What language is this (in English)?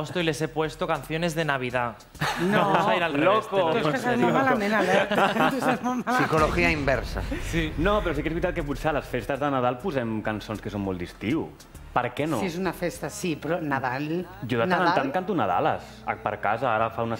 Catalan